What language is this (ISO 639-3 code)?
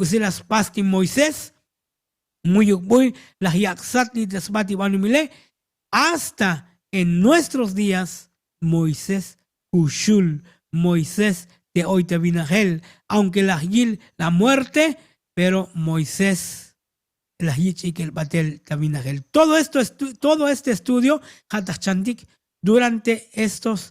tzo